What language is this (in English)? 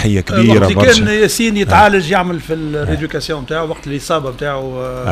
Tunisian Arabic